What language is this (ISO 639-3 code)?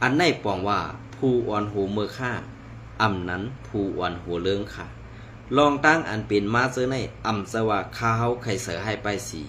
shn